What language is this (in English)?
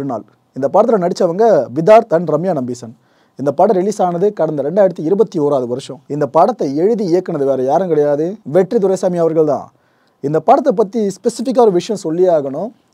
Tamil